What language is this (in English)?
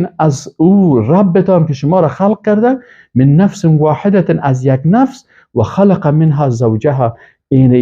Persian